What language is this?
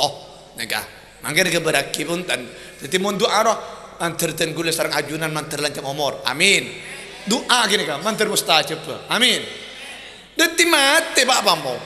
Madurese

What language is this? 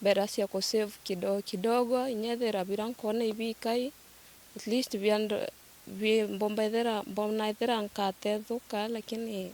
Meru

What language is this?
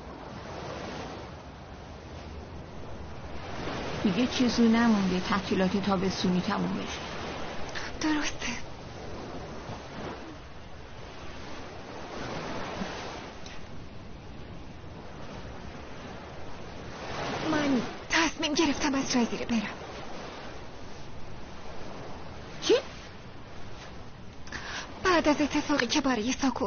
Persian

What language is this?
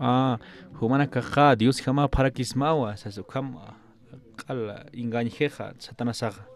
Aymara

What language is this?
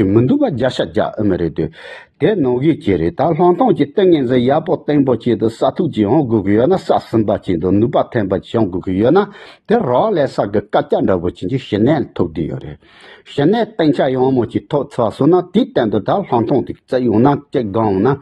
Tibetan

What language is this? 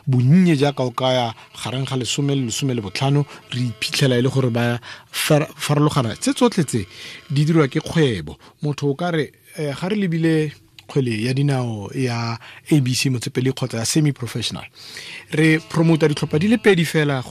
Tswana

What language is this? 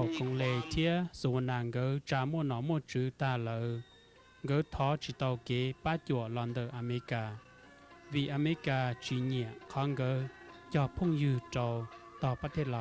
Hmong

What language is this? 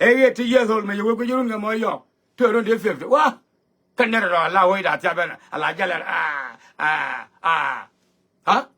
Nuer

